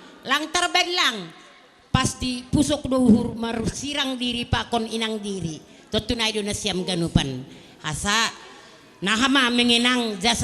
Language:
Batak Simalungun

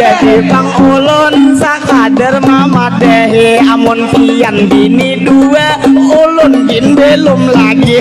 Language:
Banjar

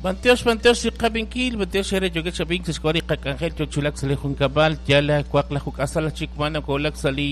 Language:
Kekchí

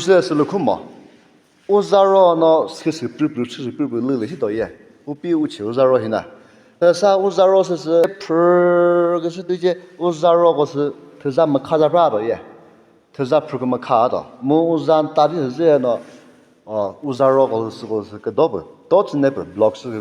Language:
Chokri Naga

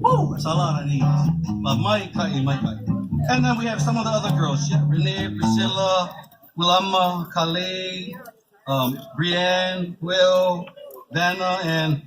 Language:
Hawaiian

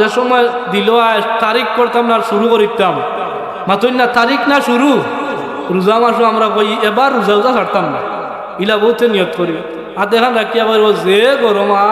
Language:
Sylheti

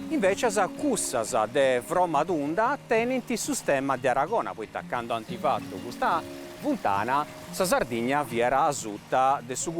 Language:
Sardinian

